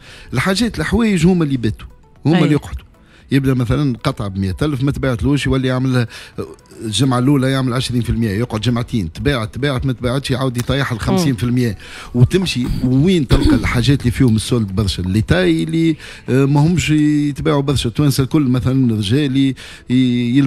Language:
Tunisian Arabic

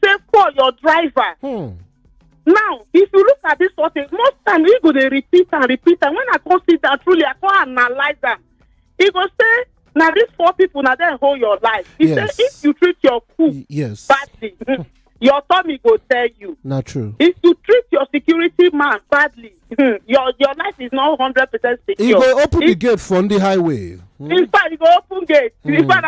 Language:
Nigerian Pidgin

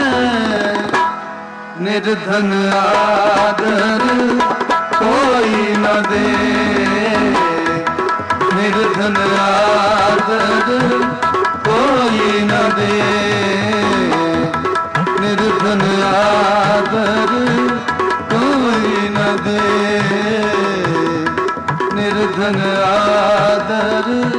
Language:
Hindi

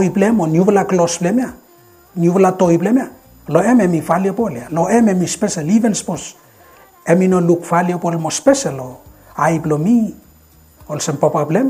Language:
Bislama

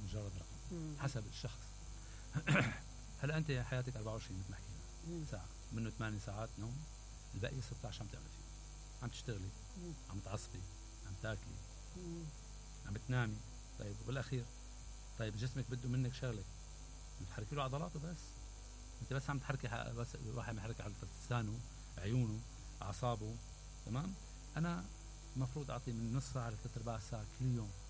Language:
Mesopotamian Arabic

